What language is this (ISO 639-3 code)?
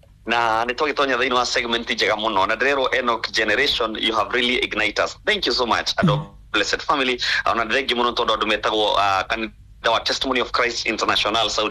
kik